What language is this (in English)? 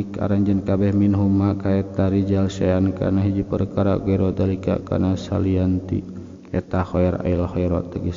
Sundanese